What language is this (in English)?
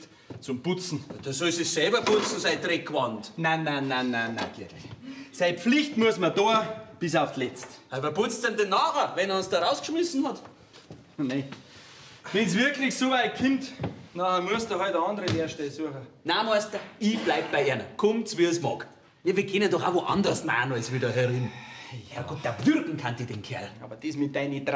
Bavarian